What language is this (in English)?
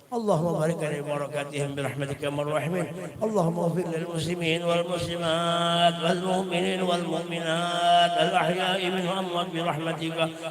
Banjar